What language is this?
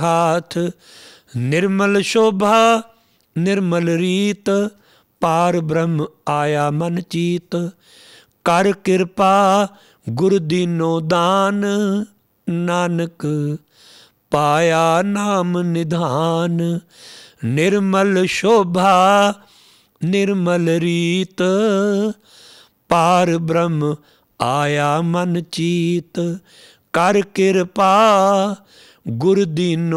Punjabi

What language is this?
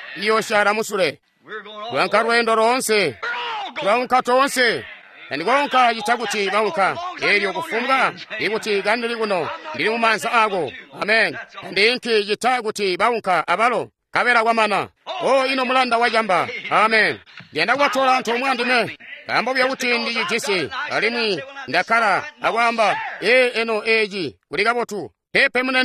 Tonga (Zambia)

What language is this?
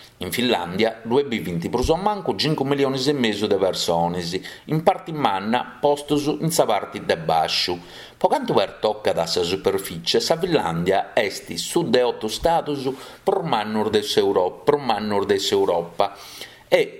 Sardinian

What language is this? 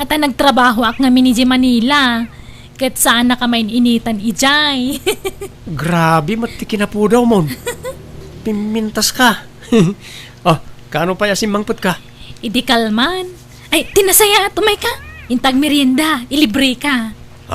Iloko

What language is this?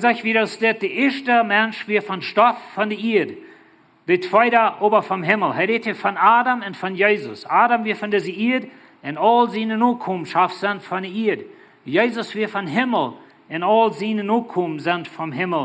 Plautdietsch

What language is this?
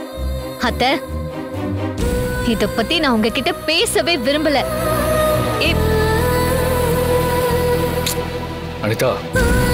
Tamil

